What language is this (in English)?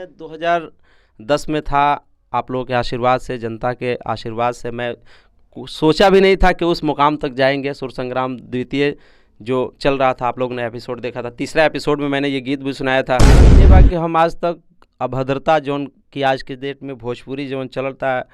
Bhojpuri